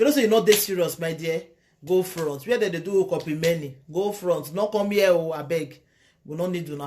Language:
Nigerian Pidgin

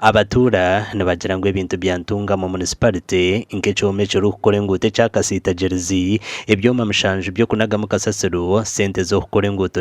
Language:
Nyankole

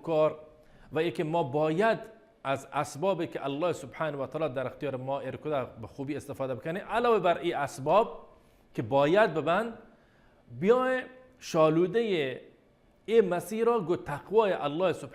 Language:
Baluchi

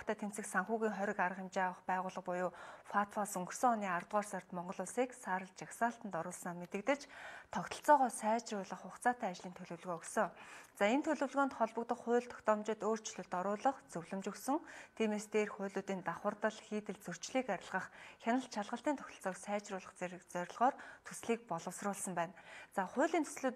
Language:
Mongolian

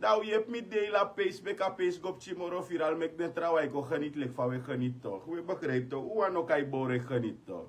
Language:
Sranan Tongo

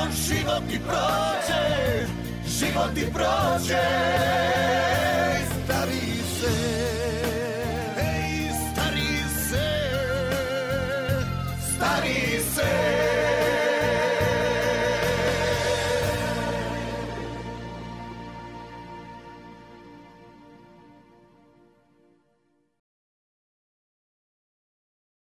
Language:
Croatian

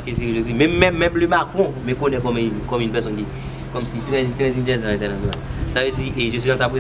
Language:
Haitian Creole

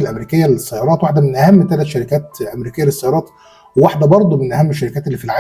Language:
Egyptian Arabic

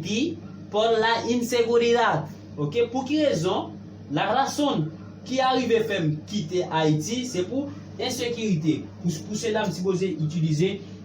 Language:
Haitian Creole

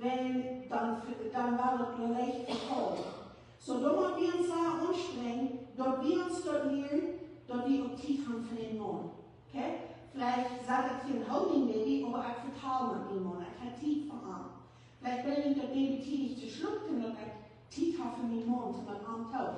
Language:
Plautdietsch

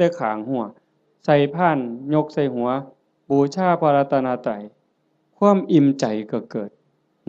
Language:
Lao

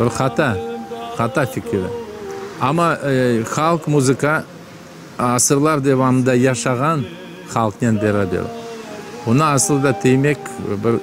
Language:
Crimean Tatar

